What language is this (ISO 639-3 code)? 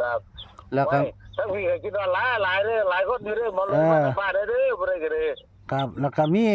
tts